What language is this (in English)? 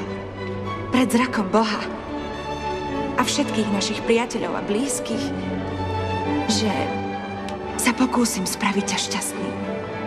Slovak